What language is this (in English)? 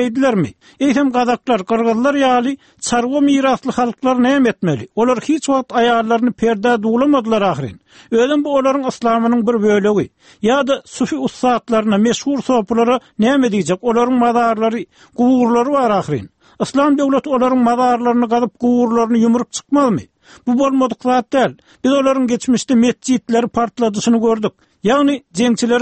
Turkmen